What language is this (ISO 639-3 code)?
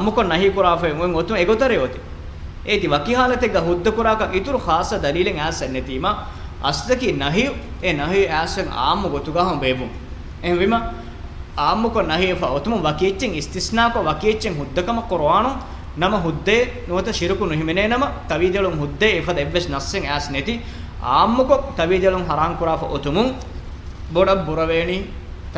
div